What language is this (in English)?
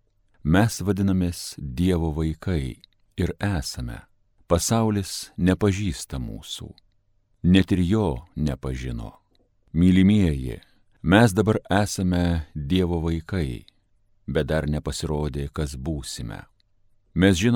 Lithuanian